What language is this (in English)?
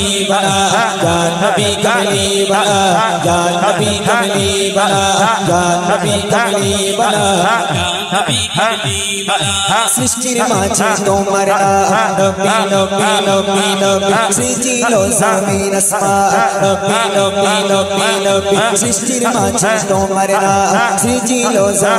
Bangla